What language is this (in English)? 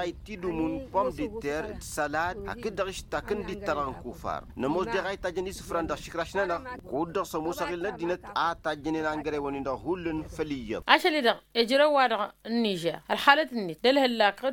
Tamasheq